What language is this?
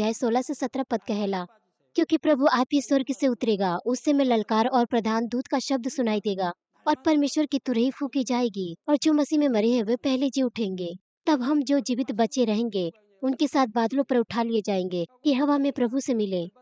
Bhojpuri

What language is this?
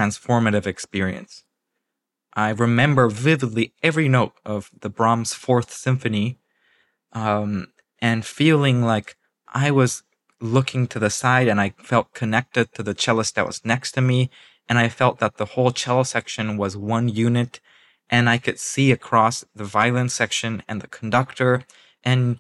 English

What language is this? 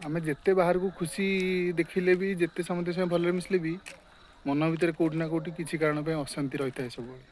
Odia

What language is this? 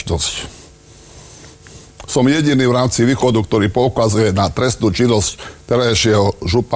Slovak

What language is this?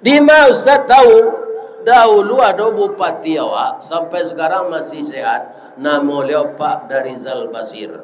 Minangkabau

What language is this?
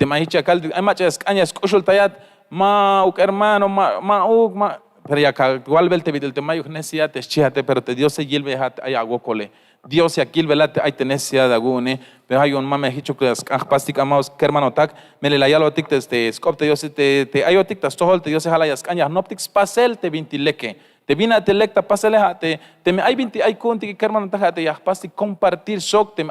Tzeltal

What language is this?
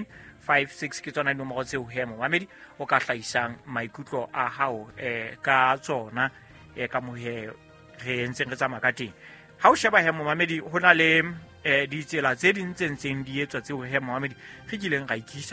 Southern Sotho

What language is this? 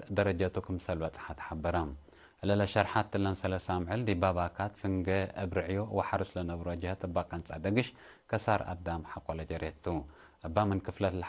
Tigre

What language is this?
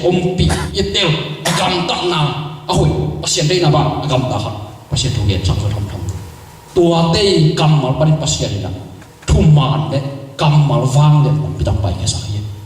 Tedim Chin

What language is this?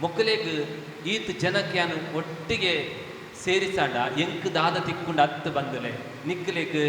Tulu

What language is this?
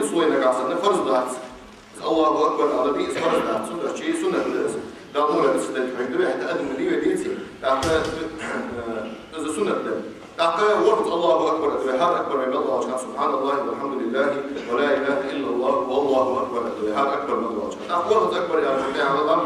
Ingush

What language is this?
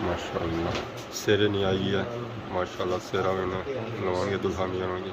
Pahari-Potwari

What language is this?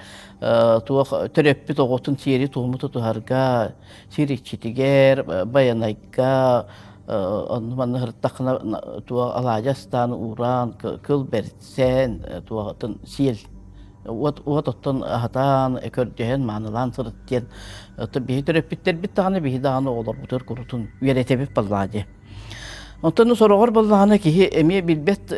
Yakut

